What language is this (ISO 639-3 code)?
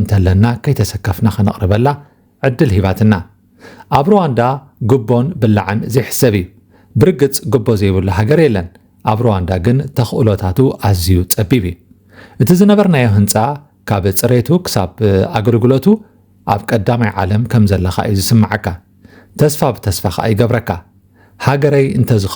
tir